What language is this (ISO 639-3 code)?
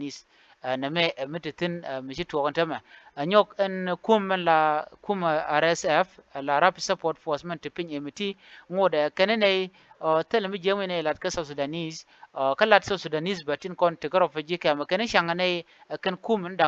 nus